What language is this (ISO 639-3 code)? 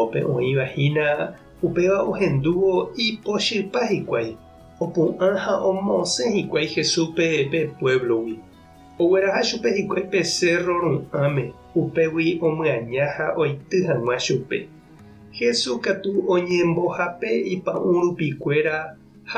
grn